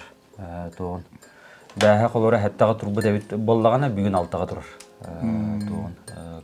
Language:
Yakut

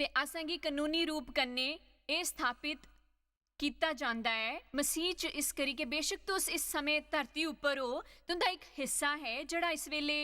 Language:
Dogri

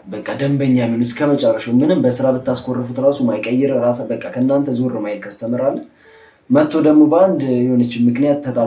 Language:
Amharic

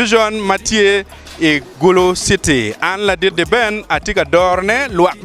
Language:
Acoli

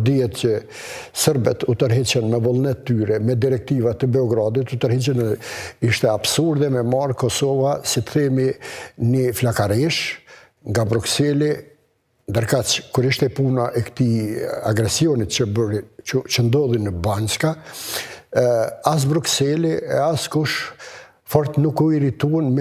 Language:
Albanian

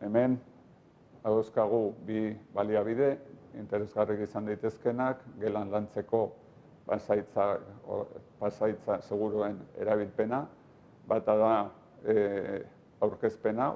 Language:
Basque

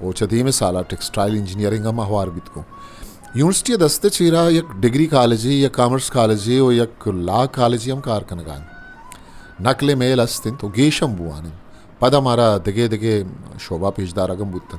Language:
Eastern Balochi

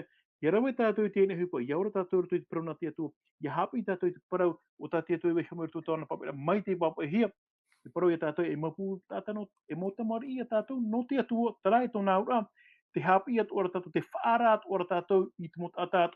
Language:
Tahitian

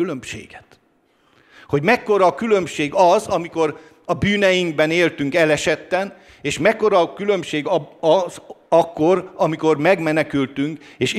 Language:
Hungarian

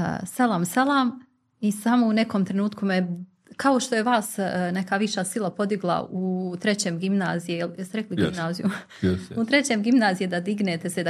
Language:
Bosnian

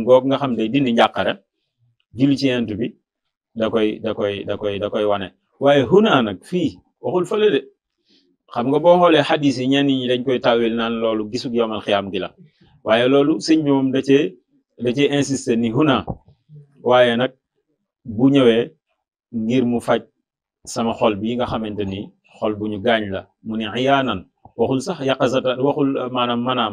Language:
Wolof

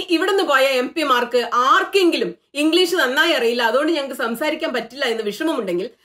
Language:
Malayalam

